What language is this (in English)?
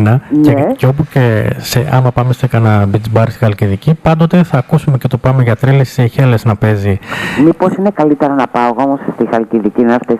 Greek